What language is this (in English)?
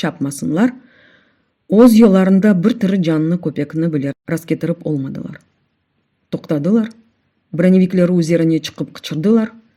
Crimean Tatar